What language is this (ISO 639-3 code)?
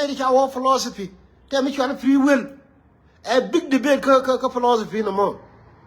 nus